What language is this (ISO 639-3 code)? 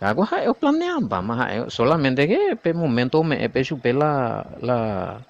grn